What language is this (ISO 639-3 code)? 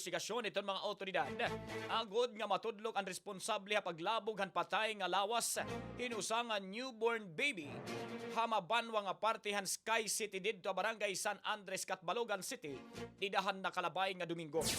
war